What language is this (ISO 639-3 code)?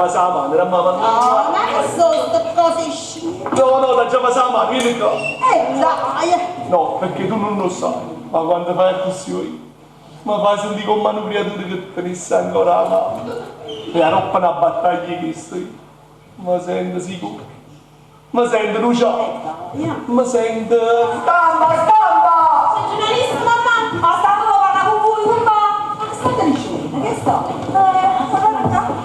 nap